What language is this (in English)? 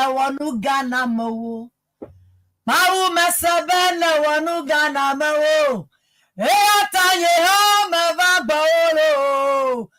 Ewe